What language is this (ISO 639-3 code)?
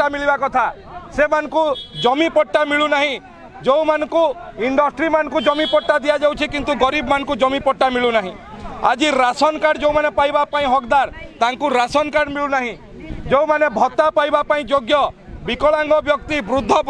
ori